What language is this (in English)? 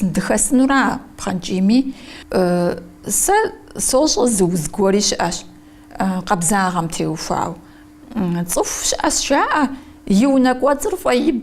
Kabardian